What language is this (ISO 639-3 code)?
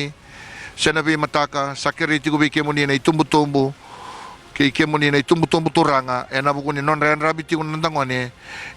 fij